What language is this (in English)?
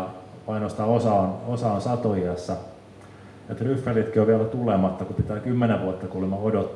Finnish